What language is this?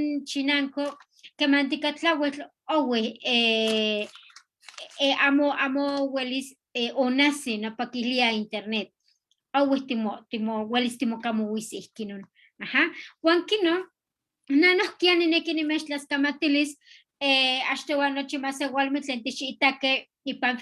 Eastern Huasteca Nahuatl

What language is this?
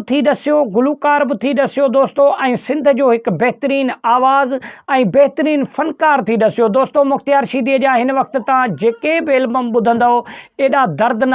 Sindhi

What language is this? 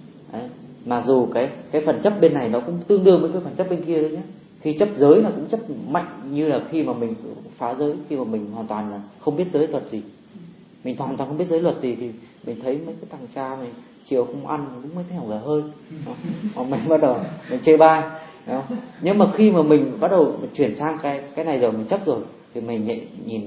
Vietnamese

